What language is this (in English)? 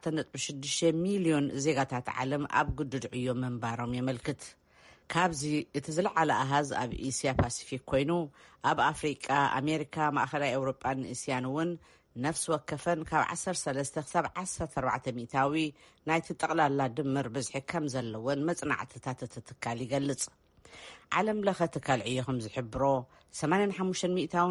Tigrinya